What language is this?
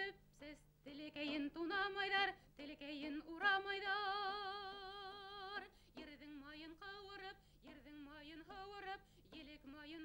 Bashkir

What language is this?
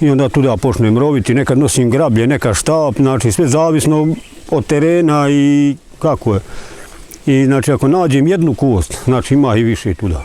Bosnian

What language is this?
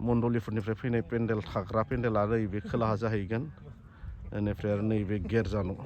Bodo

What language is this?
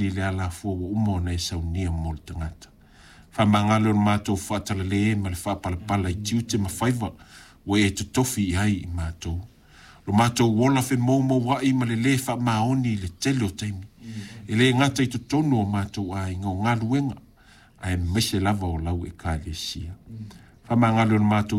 Samoan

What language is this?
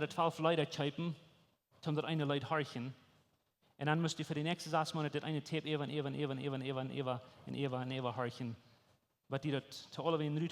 Plautdietsch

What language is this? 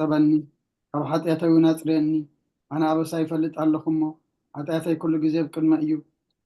Tigrinya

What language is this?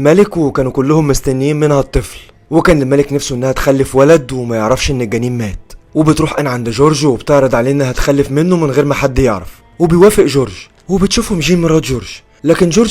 Egyptian Arabic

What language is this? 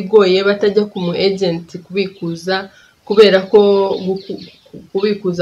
Kinyarwanda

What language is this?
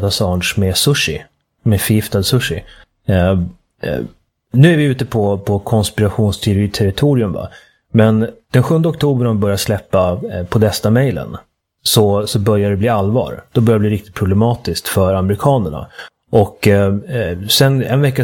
Swedish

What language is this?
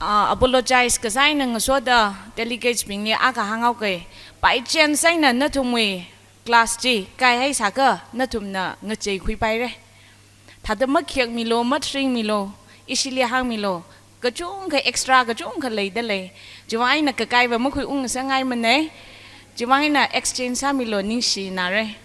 Tangkhul Naga (India)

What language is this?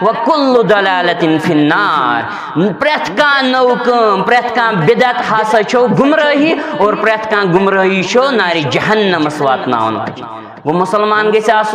Kashmiri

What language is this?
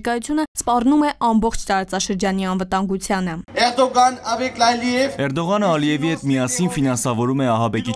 Armenian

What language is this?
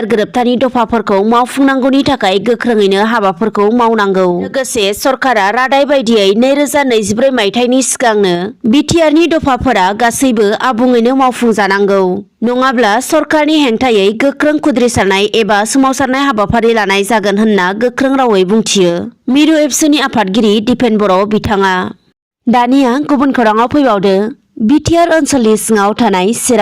Bodo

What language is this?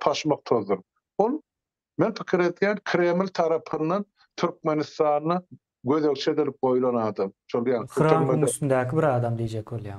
Turkmen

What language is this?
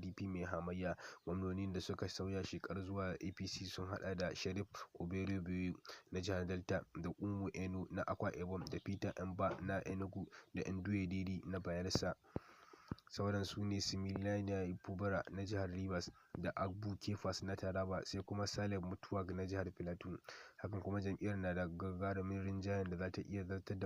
Hausa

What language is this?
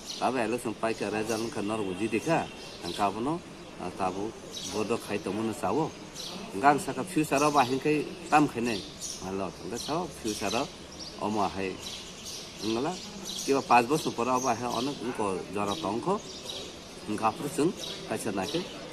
Kok Borok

